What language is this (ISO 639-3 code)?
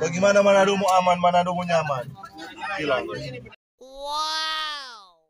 xmm